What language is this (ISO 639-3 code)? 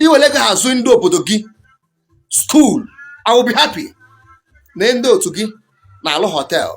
ibo